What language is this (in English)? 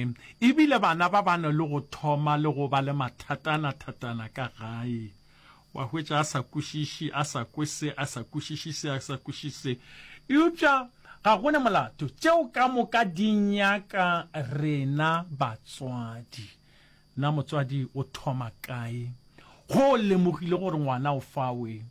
Northern Sotho